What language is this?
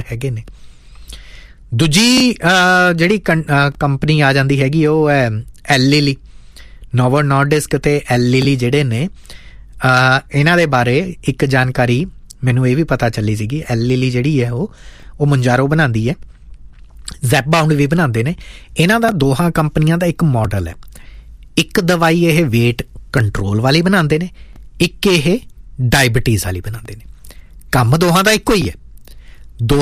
Punjabi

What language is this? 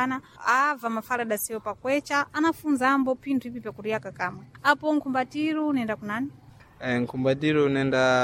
Sena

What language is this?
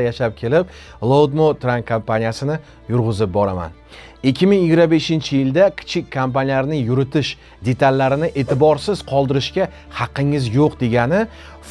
Uzbek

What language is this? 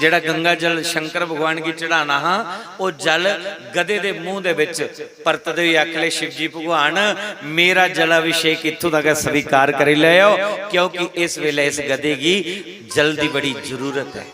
Dogri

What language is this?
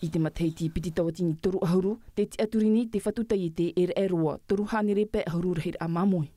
Tahitian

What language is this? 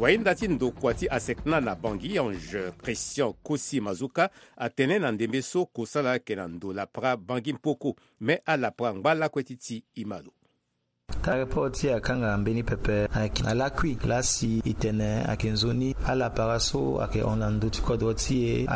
Sango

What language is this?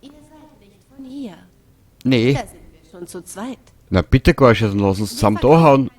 Bavarian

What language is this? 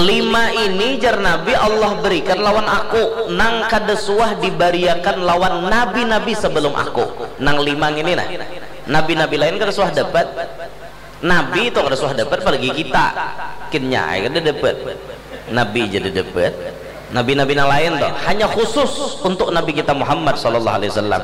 Banjar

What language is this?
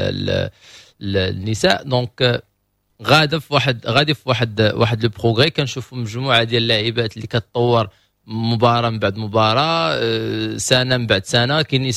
Moroccan Arabic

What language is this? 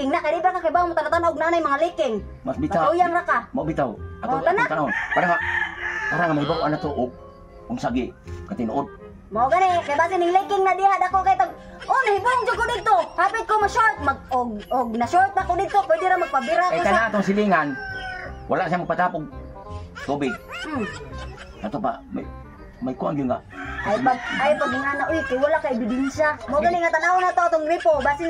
Cebuano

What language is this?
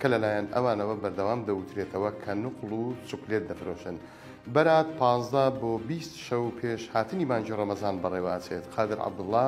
Central Kurdish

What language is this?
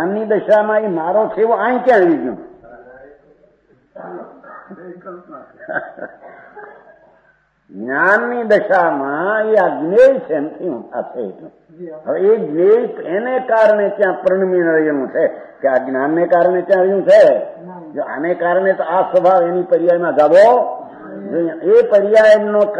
Gujarati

